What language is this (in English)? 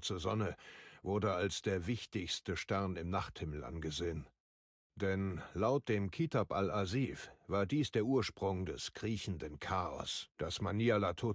Bavarian